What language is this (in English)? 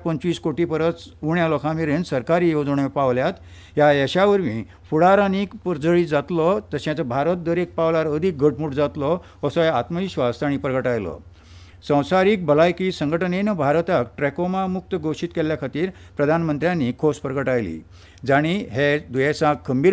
Konkani